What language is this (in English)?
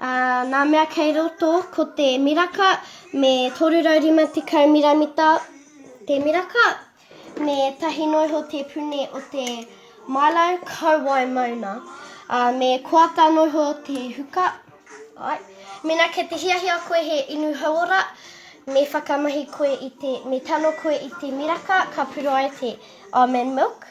Māori